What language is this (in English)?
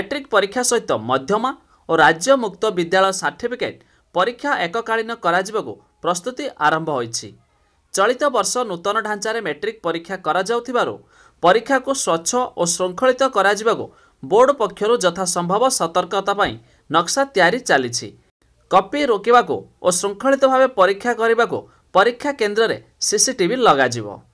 Odia